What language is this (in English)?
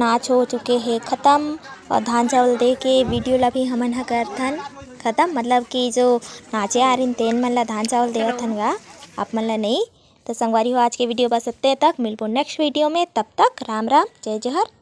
Chhattisgarhi